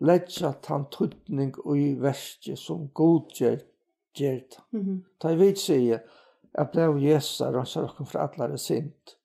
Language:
Faroese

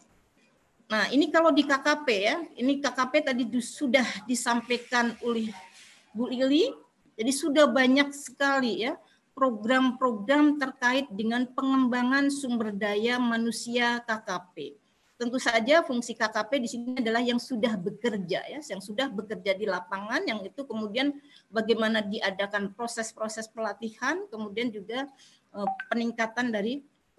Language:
Indonesian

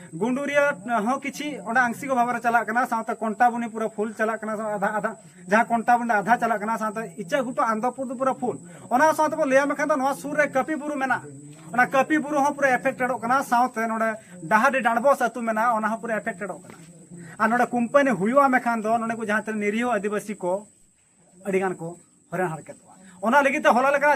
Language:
Santali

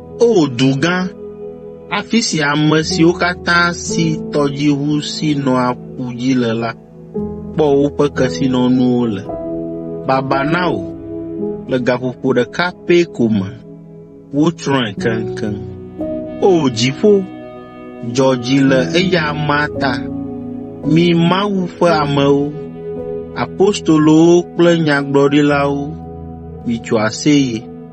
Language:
Ewe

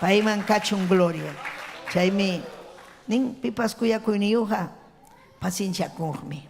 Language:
Ayacucho Quechua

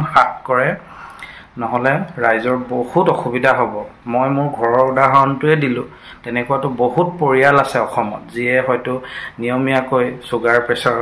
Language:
Assamese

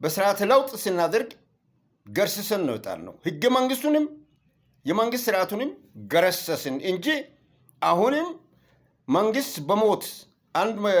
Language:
Amharic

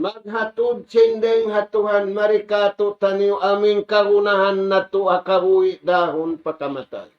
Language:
Tausug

